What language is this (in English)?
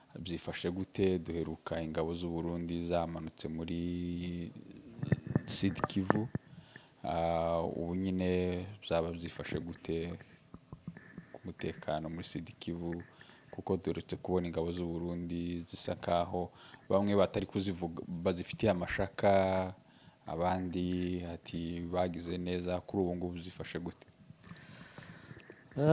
Kinyarwanda